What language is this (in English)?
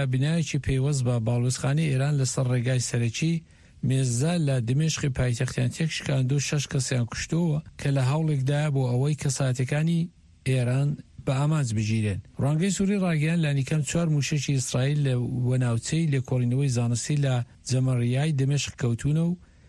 Central Kurdish